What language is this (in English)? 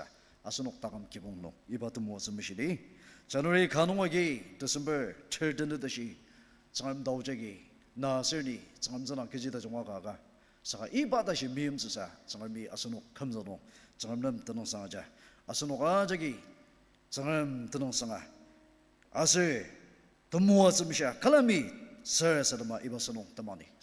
Ao Naga